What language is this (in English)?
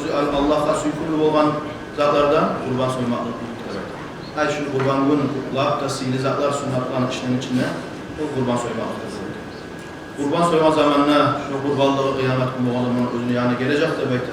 Kumyk